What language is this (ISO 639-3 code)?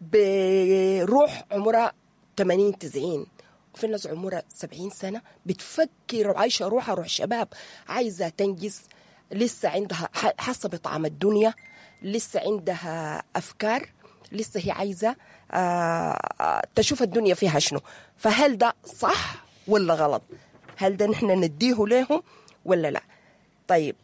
apd